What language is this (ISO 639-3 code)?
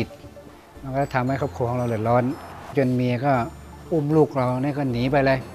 tha